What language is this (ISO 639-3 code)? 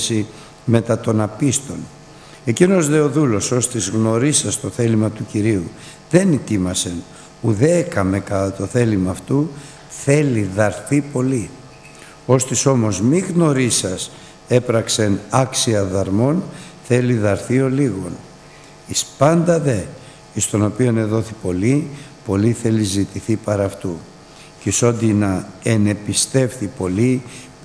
ell